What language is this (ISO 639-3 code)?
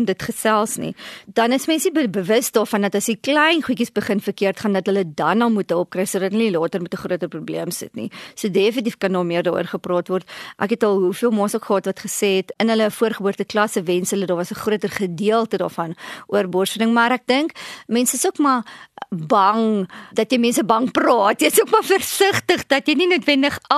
afr